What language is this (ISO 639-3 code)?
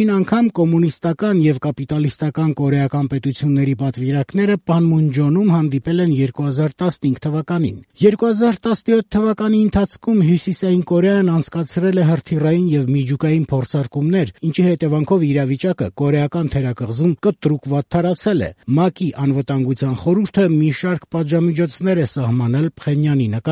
hye